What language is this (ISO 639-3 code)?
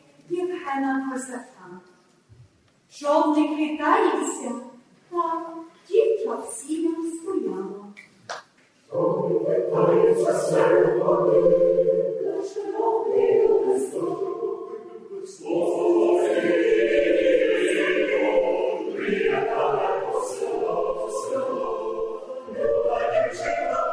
ukr